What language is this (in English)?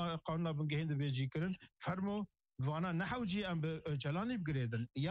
Kurdish